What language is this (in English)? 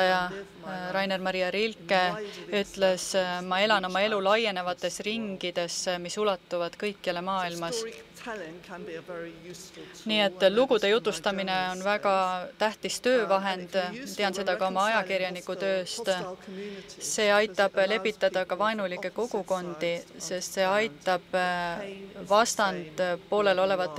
Estonian